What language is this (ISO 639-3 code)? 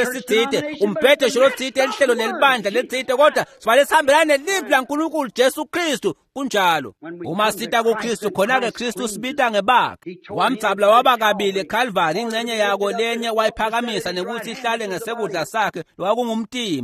ssw